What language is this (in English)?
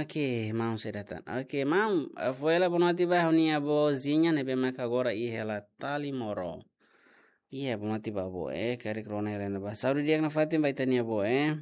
Tetum